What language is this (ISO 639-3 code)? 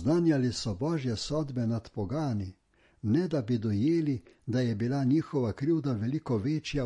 slv